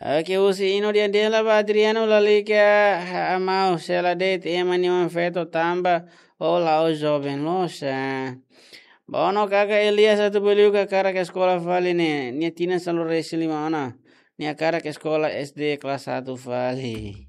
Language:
Tetum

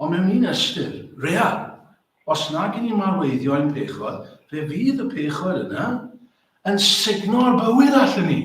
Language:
Welsh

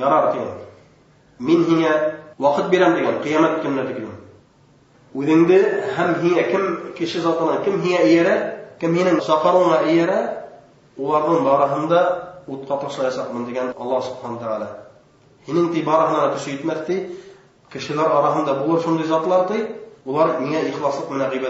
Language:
Bashkir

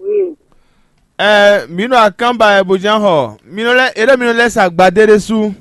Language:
Fon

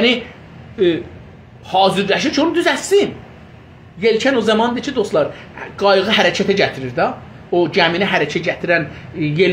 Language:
South Azerbaijani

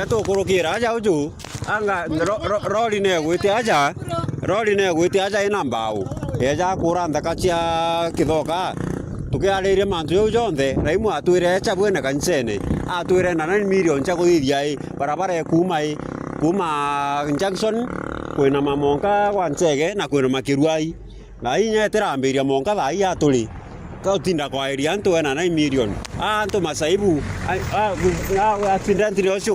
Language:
Meru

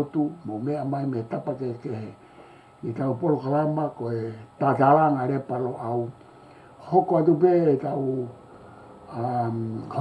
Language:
Tongan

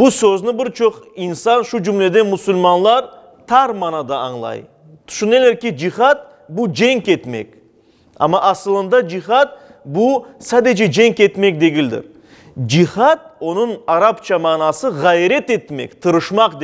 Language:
Crimean Tatar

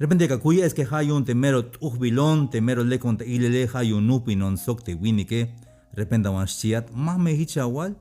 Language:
Tzeltal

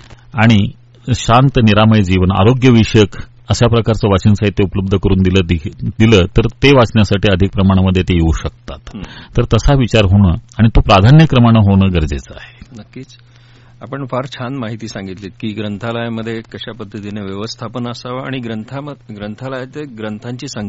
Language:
Marathi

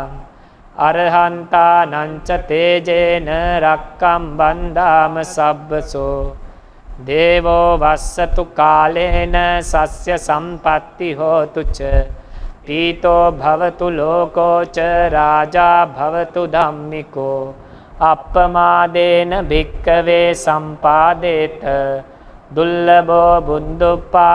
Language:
Pali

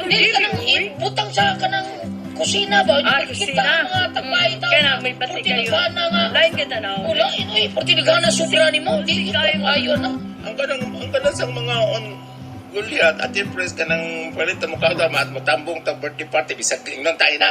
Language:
Cebuano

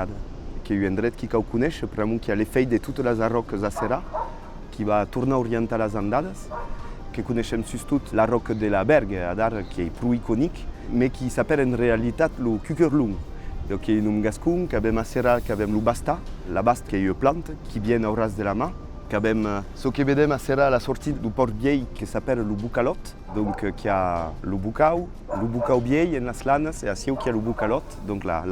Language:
Occitan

